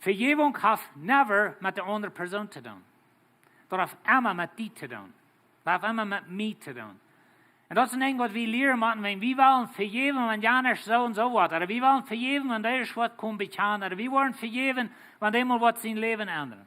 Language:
Plautdietsch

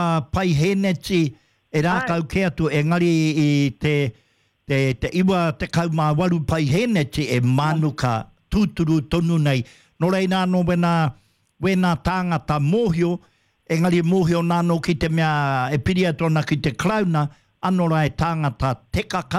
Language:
Māori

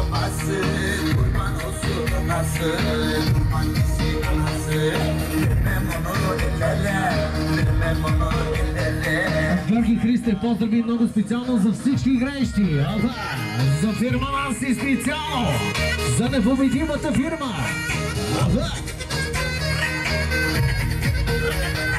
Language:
Bulgarian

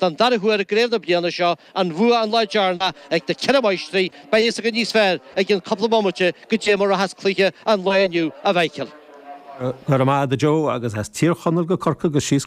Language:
Irish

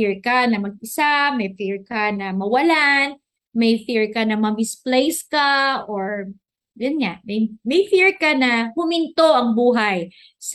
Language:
Filipino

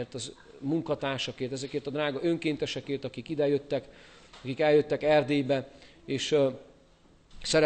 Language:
Hungarian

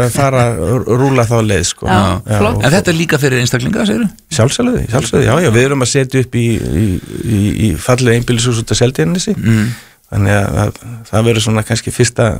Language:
Icelandic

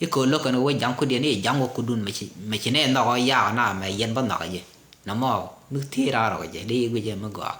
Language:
Nuer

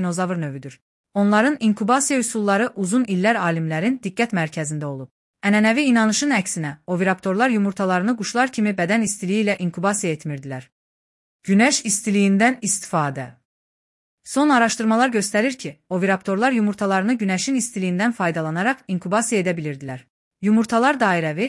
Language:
Azerbaijani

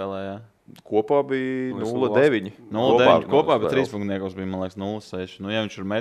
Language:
Latvian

